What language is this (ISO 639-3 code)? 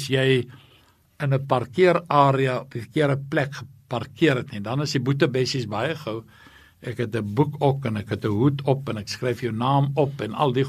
afr